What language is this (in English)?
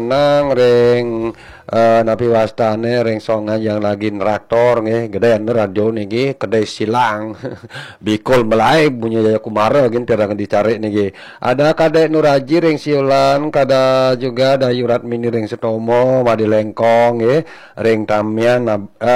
Balinese